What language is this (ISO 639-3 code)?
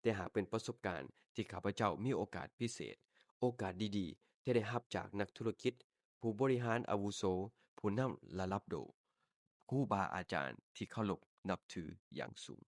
lao